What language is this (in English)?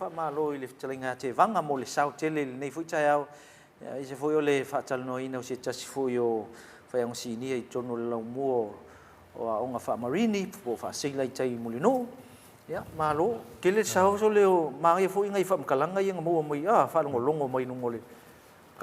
Samoan